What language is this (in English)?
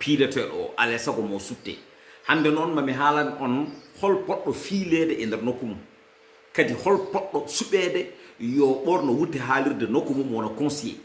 Fula